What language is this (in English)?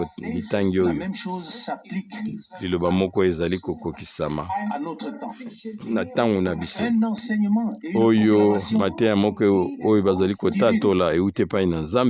Lingala